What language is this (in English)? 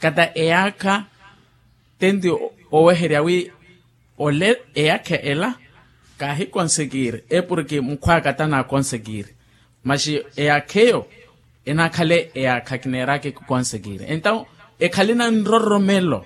Makhuwa